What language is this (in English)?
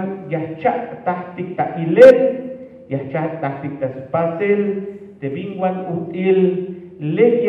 Tzeltal